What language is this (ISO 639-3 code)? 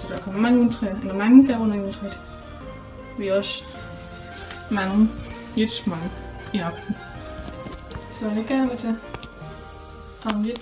dan